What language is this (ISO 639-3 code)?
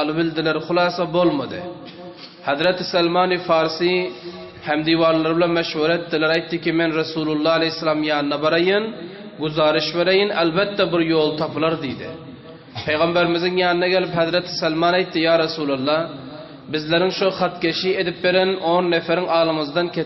tuk